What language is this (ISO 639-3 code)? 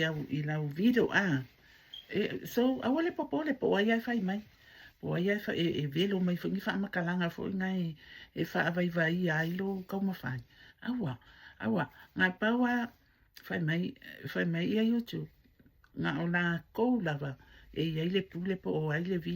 smo